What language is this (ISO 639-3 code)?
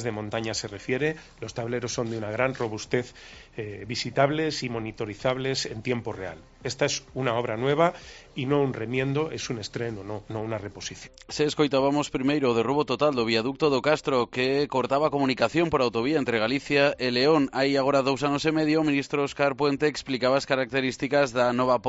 glg